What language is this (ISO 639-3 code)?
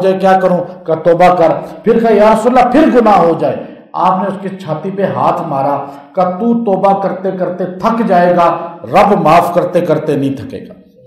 urd